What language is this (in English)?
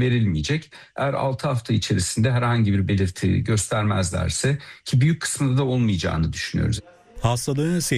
Turkish